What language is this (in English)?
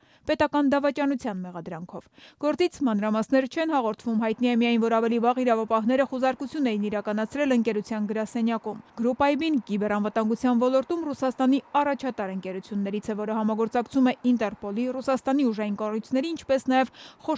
Armenian